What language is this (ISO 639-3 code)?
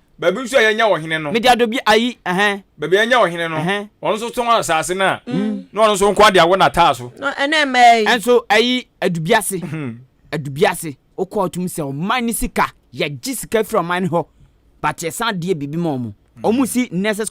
aka